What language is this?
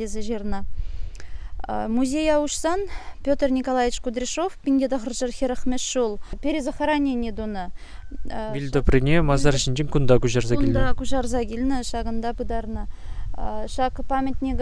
Chuvash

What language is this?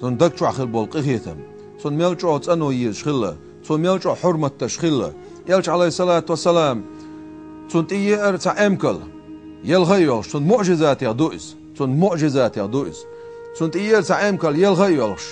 Chechen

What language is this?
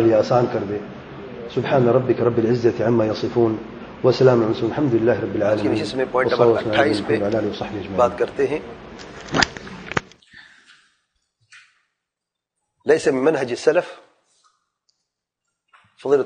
Urdu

